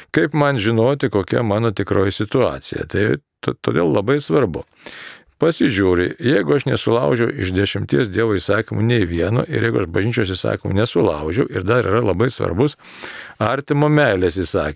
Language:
Lithuanian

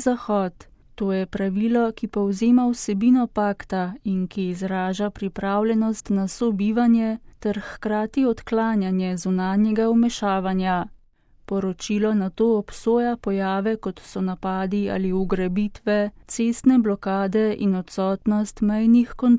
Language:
Slovenian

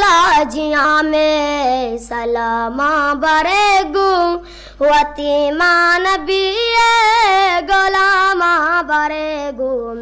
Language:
Eastern Balochi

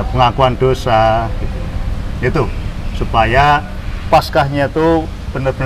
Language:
Indonesian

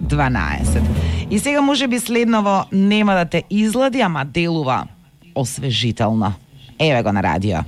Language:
Macedonian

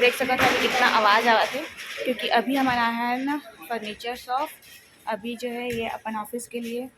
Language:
Chhattisgarhi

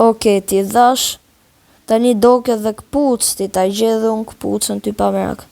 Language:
Albanian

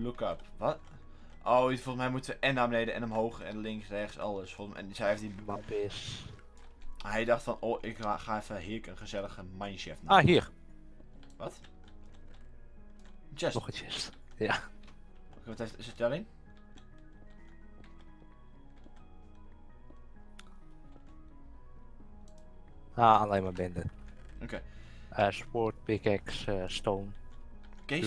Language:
Dutch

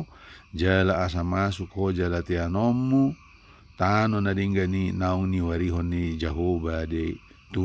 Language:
Batak Toba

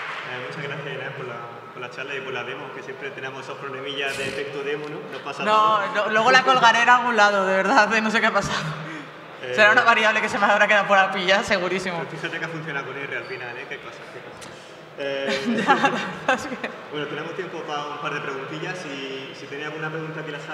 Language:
Spanish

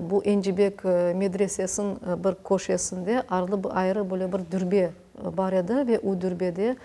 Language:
Crimean Tatar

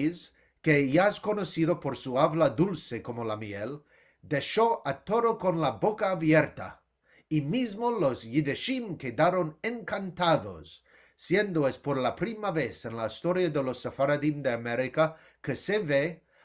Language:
Ladino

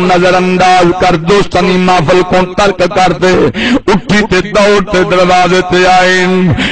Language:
Saraiki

